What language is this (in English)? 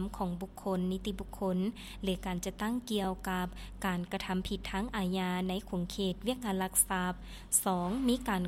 Lao